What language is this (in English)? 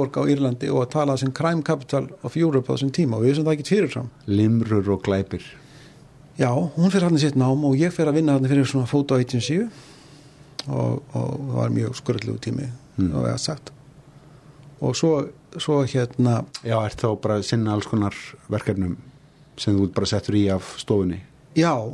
Icelandic